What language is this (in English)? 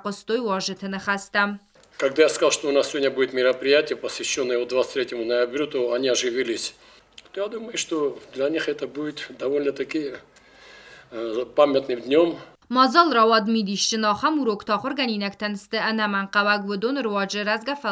Ossetic